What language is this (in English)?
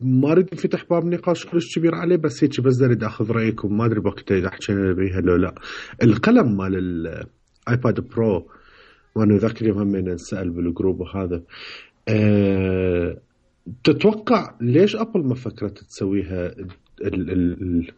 Mesopotamian Arabic